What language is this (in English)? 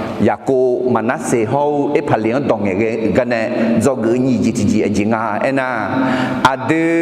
Akha